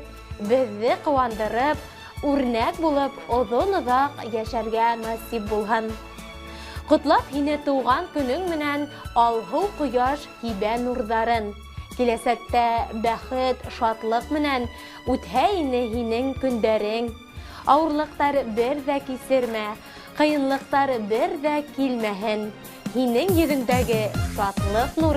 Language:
Bashkir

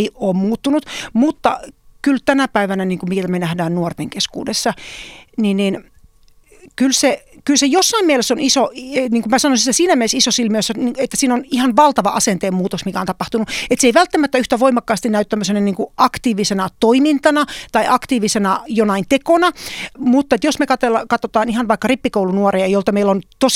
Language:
Finnish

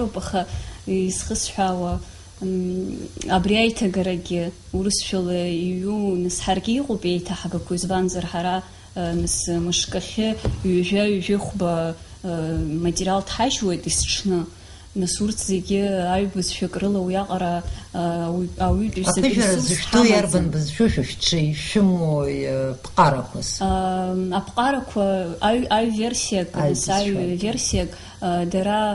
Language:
Abkhazian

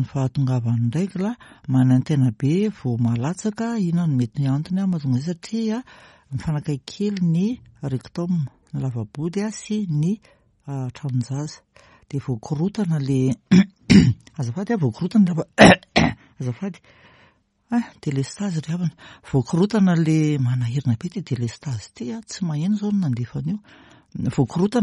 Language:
Malagasy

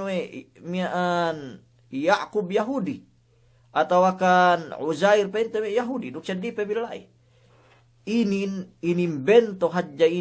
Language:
Yakan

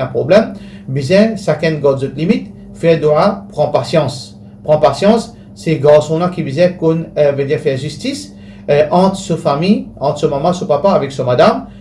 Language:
Morisyen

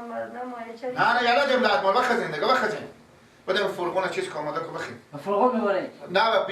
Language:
Persian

